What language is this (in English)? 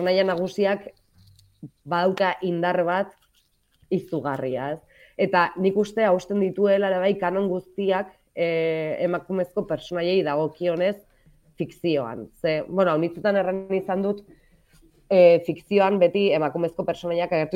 Basque